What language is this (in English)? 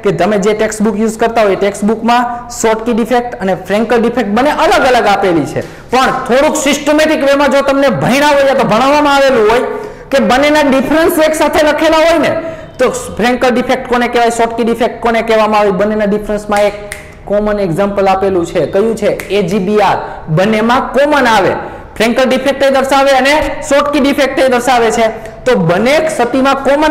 Gujarati